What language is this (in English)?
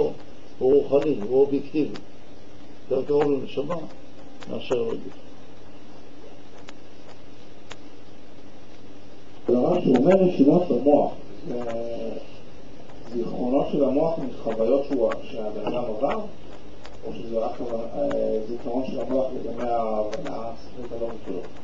Hebrew